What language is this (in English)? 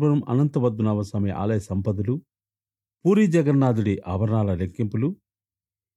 Telugu